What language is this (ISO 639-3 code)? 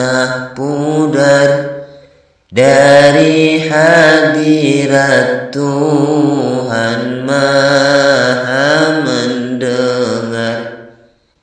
ind